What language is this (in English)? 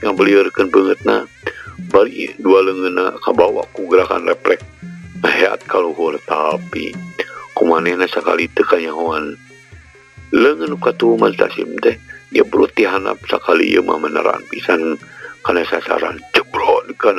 Sundanese